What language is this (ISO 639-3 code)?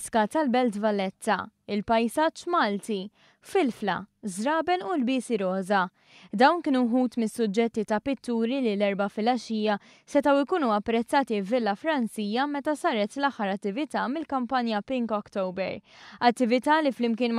mlt